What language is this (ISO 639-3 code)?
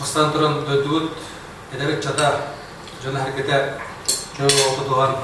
sah